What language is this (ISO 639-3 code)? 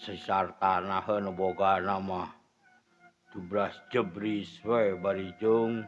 sun